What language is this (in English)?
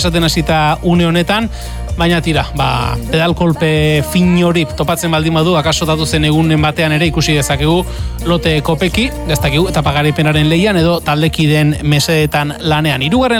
Basque